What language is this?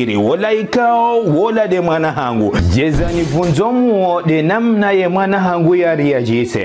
Ngazidja Comorian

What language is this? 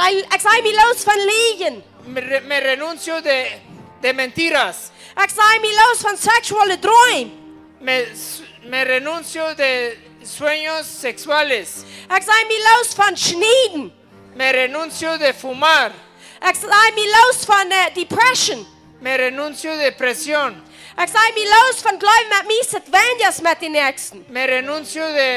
Plautdietsch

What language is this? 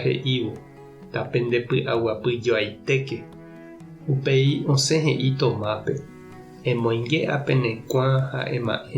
Guarani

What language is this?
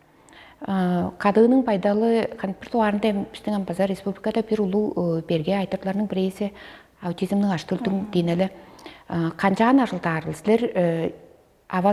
Tuvinian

